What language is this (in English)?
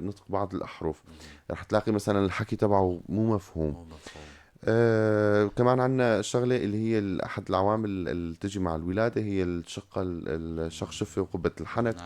North Levantine Arabic